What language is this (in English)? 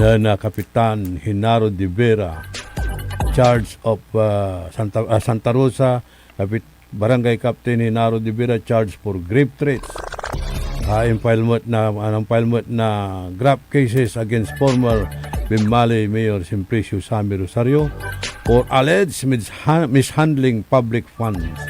Pangasinan